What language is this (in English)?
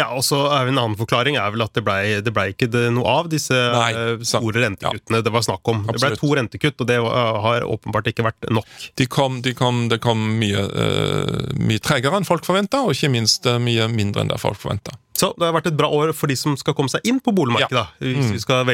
Norwegian